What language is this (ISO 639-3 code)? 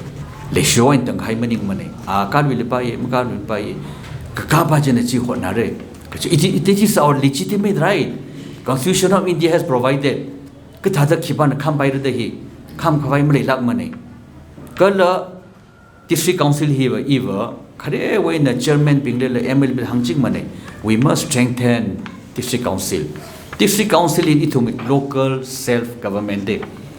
nmf